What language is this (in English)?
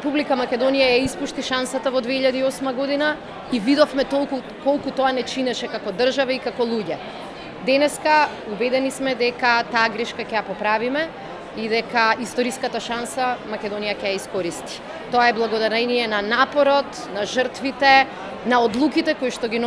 Macedonian